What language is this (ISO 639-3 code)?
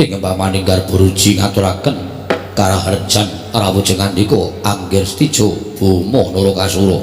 jav